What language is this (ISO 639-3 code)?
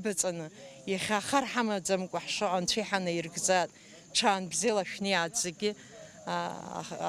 abk